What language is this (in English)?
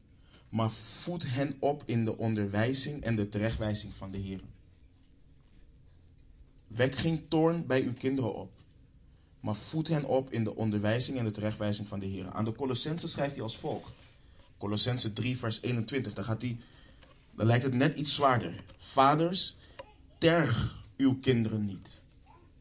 Dutch